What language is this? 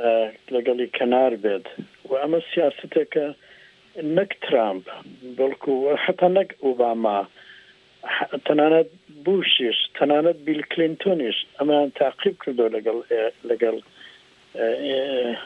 Central Kurdish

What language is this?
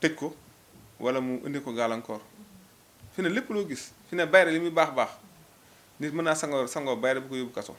Wolof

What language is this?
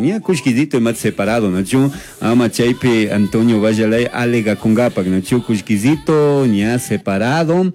Chimborazo Highland Quichua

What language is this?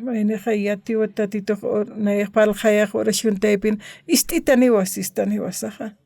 Aymara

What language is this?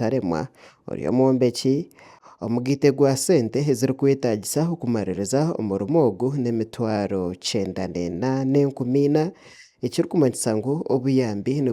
Nyankole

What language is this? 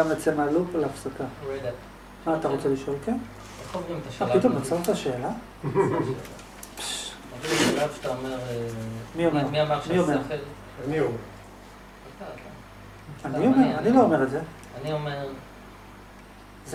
Hebrew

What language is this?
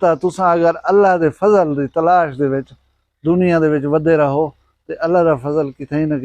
Saraiki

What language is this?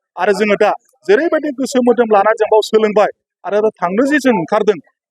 Bodo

